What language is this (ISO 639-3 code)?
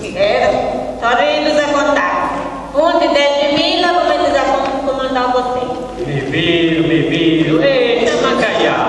srd